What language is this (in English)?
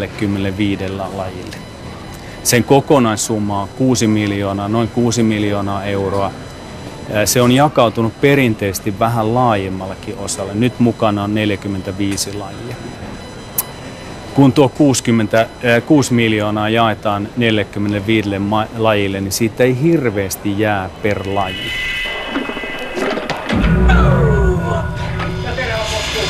Finnish